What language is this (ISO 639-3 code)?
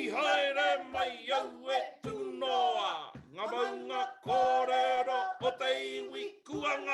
mri